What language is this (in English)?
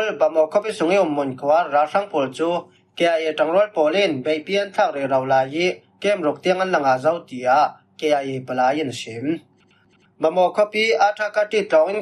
Falam Chin